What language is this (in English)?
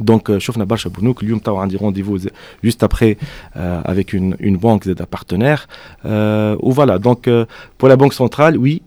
Tunisian Arabic